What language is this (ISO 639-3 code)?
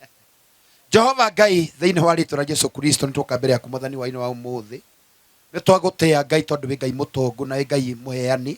kik